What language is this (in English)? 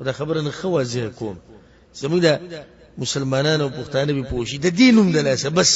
Pashto